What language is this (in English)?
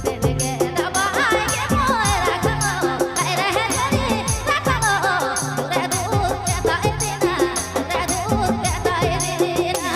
Sadri